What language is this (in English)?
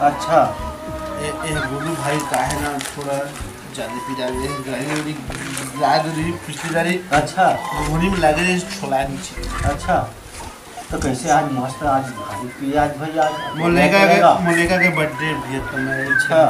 Chhattisgarhi